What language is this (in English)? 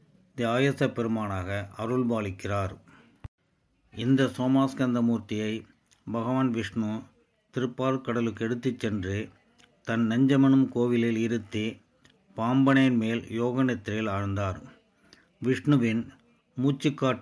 Tamil